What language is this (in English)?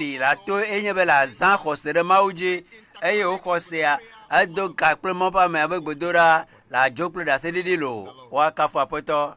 Ewe